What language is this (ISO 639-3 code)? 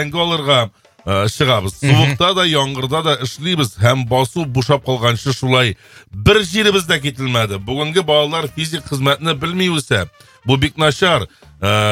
tat